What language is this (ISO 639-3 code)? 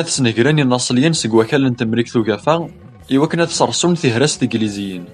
kab